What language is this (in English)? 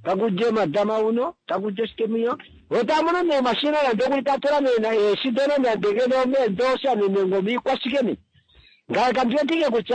Kuanyama